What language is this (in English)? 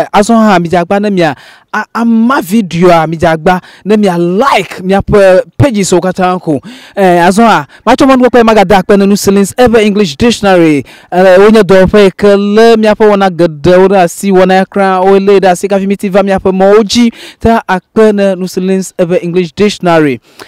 Ewe